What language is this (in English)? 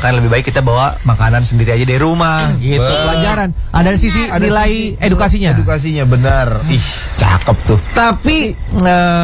Indonesian